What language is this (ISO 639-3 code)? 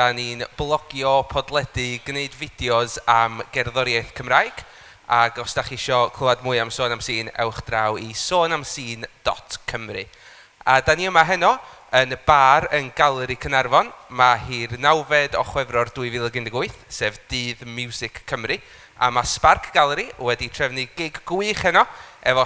cym